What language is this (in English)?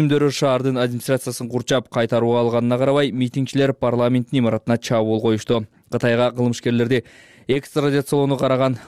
Kyrgyz